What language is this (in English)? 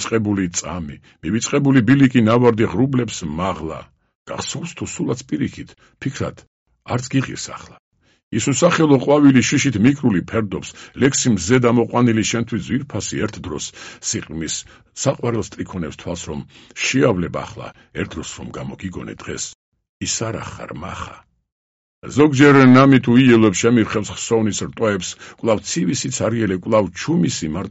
Georgian